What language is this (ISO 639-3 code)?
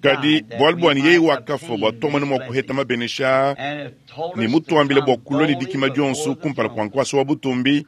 lua